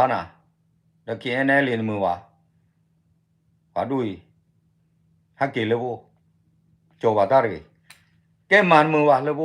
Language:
S'gaw Karen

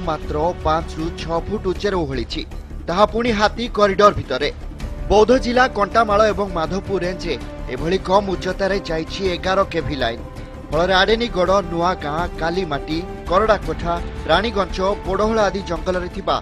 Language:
Odia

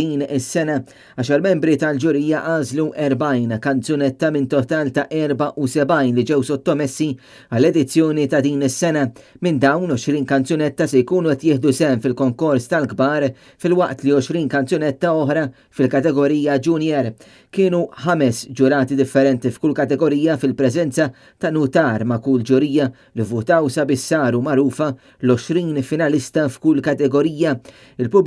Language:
Maltese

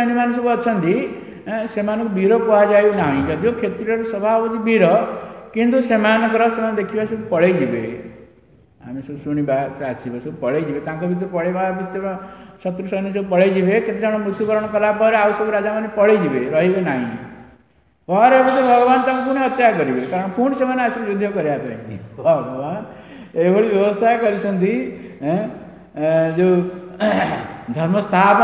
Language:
Odia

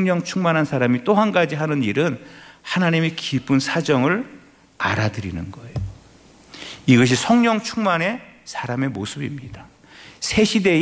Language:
Korean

